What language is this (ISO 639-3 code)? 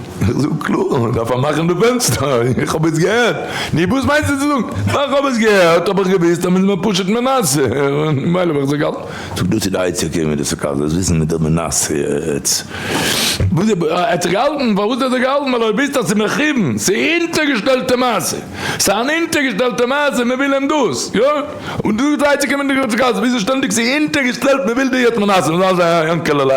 yid